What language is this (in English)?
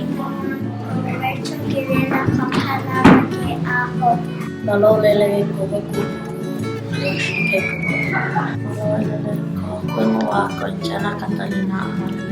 Tongan